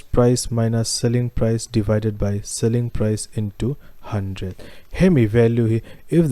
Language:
Mizo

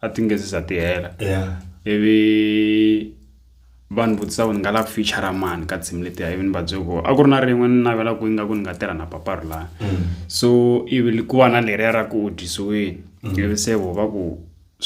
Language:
Tsonga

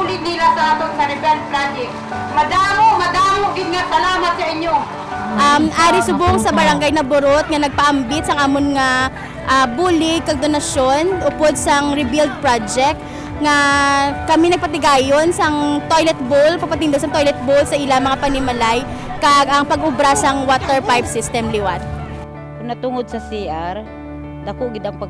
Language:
Hiligaynon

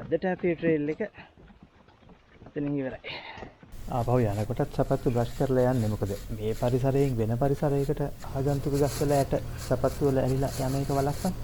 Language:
Sinhala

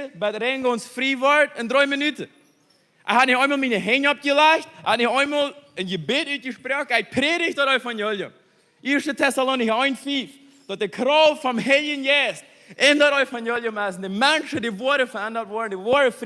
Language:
Plautdietsch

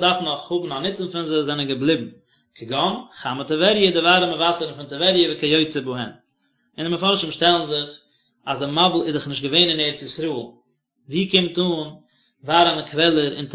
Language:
Yiddish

